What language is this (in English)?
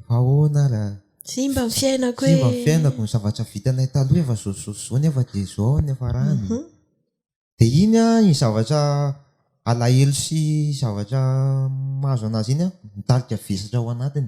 Malagasy